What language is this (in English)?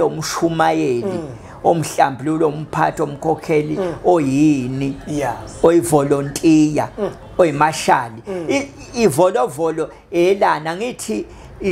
Zulu